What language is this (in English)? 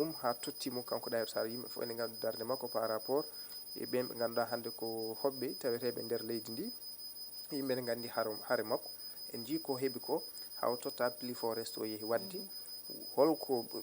Fula